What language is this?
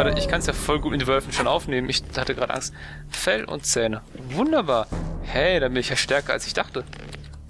German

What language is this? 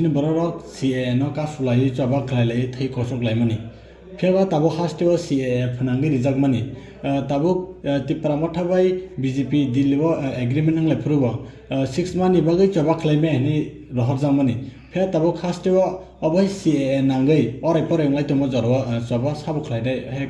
Kok Borok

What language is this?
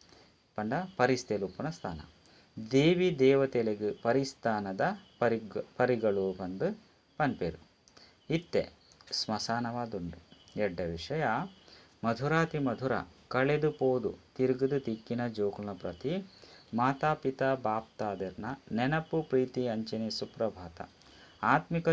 Tulu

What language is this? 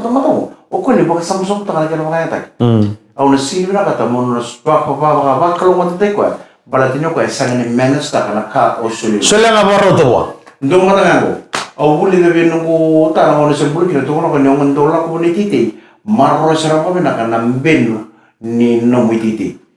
Fijian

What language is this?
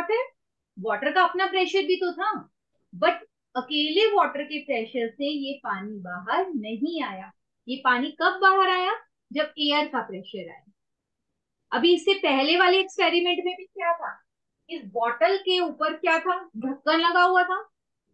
Hindi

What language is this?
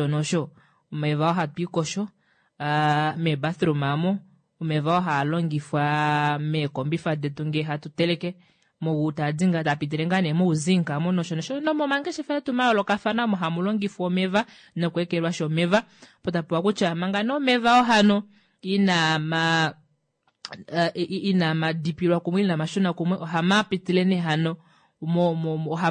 Kuanyama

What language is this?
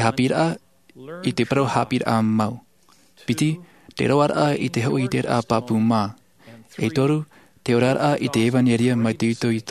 Tahitian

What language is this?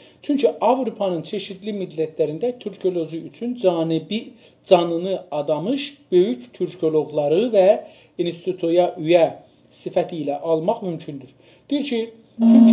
South Azerbaijani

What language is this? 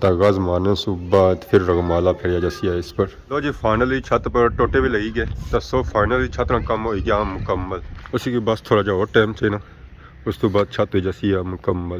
Pahari-Potwari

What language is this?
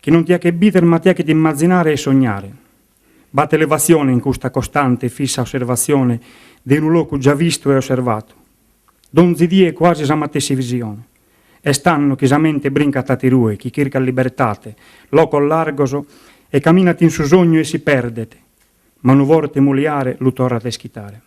Sardinian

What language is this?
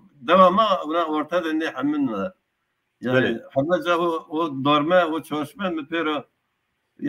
Zaza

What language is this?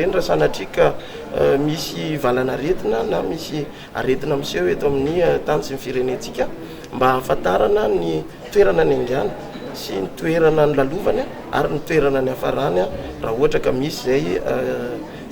Malagasy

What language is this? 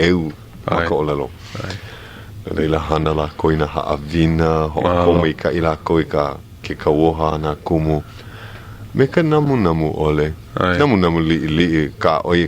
Hawaiian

